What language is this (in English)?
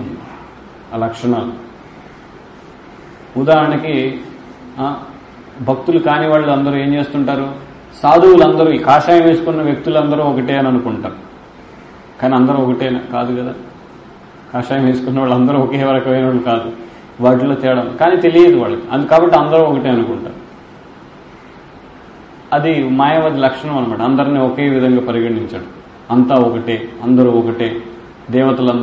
Telugu